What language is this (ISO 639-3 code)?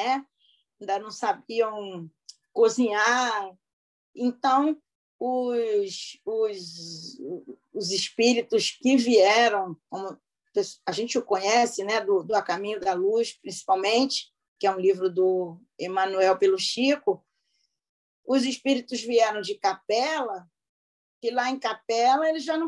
por